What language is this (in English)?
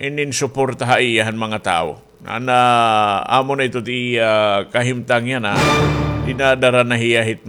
Waray